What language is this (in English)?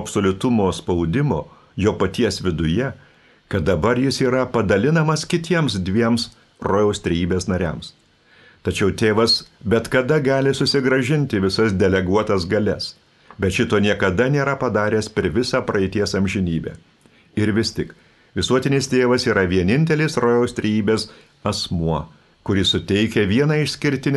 Lithuanian